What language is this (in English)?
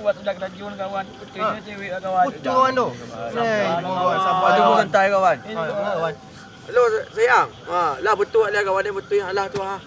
Minangkabau